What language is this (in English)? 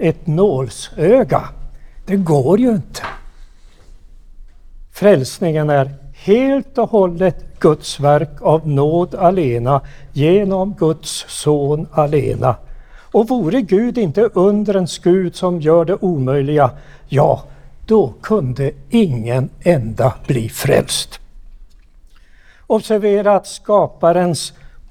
Swedish